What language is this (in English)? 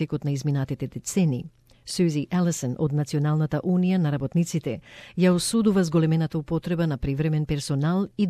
Macedonian